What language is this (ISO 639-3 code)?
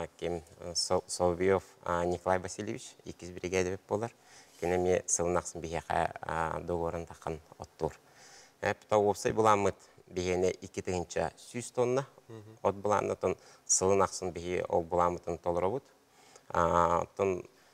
sah